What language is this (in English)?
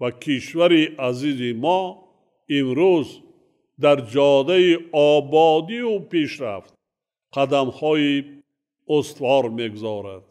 Tajik